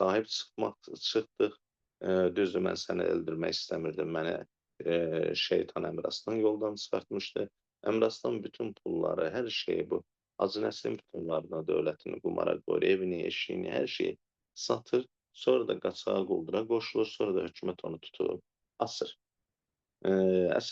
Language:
Azerbaijani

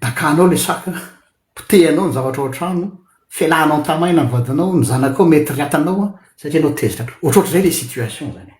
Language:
Malagasy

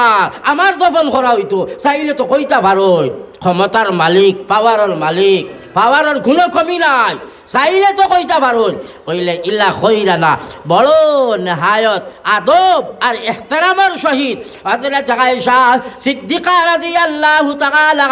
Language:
Sylheti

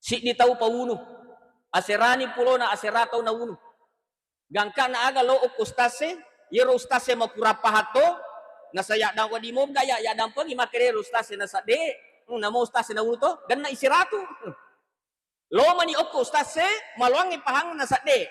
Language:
Buginese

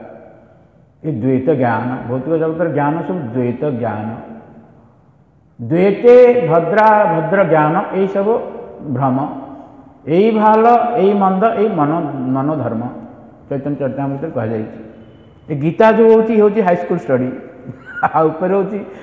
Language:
Odia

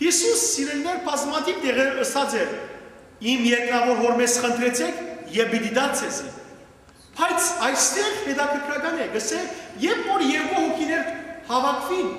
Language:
Western Armenian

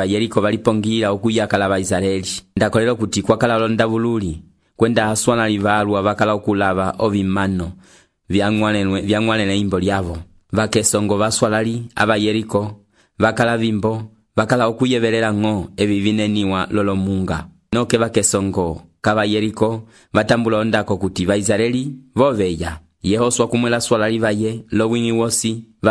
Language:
Umbundu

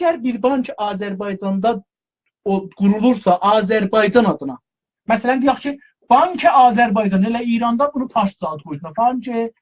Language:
South Azerbaijani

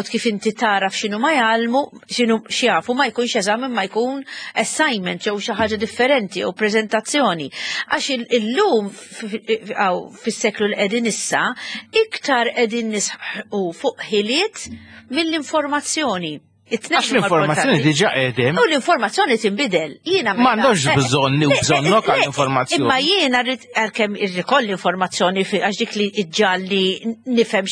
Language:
Maltese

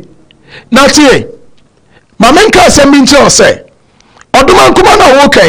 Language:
Akan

